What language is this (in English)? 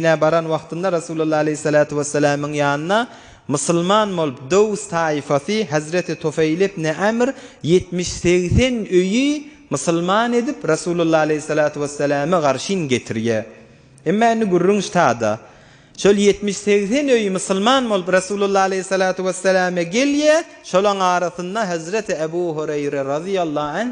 Turkmen